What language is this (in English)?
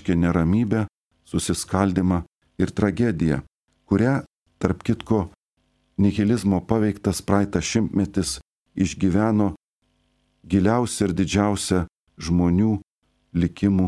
Lithuanian